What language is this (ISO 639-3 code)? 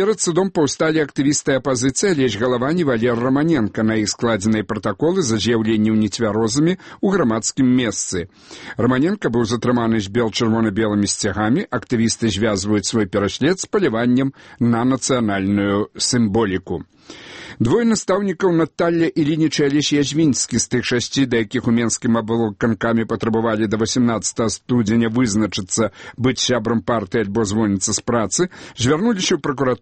bel